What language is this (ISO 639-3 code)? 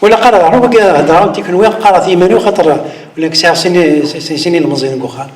kab